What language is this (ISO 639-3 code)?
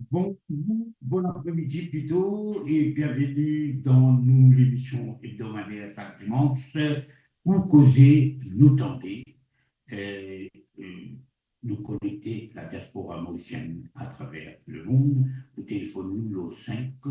mfe